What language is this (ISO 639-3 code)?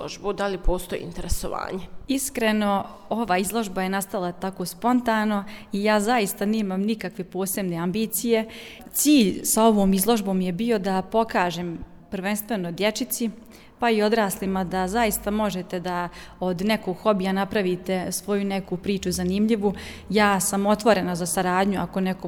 bos